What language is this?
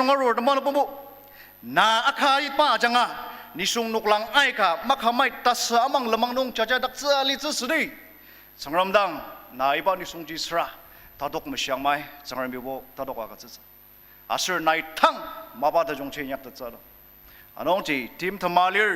Ao Naga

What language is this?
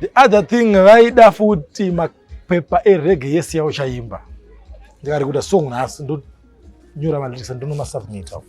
Shona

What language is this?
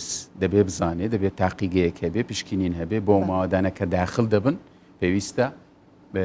Central Kurdish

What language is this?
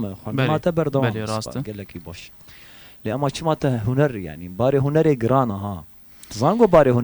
Kurdish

